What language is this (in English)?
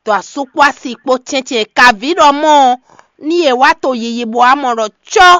Fon